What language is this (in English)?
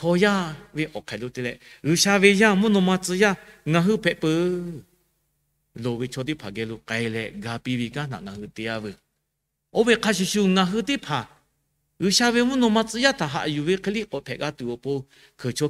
Lahu